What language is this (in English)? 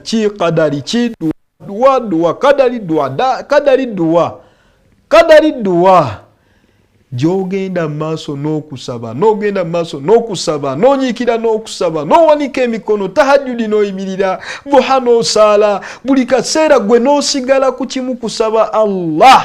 Ganda